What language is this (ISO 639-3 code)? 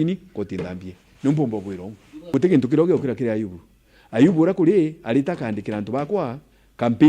mer